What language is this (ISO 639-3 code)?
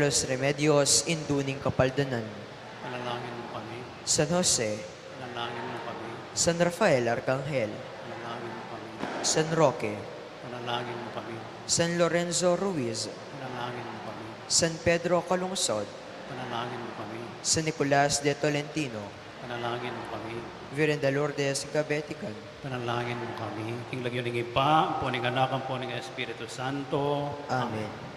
pam